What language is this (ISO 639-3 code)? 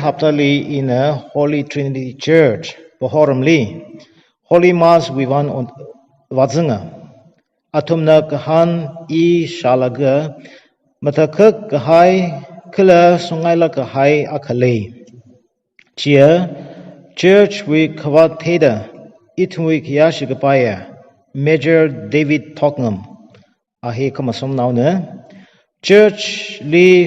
nmf